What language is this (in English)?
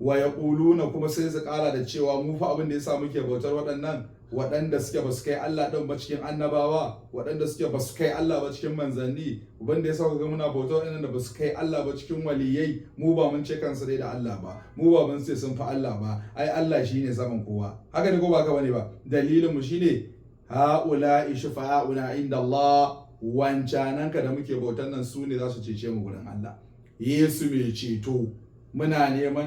Hausa